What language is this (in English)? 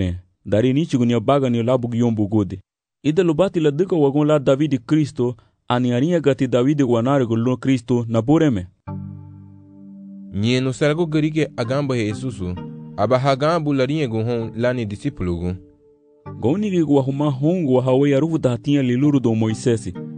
Garifuna